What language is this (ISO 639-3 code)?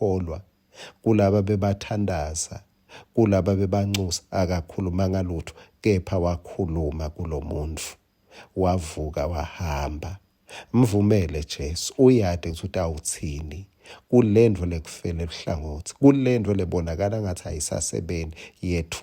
ssw